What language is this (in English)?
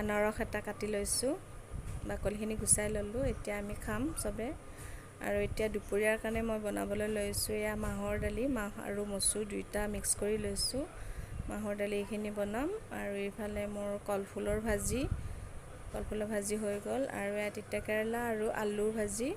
Assamese